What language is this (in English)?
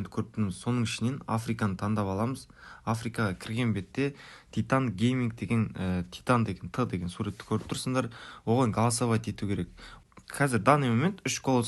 Kara-Kalpak